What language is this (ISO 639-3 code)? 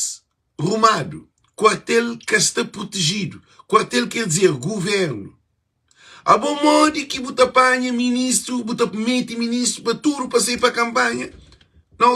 kea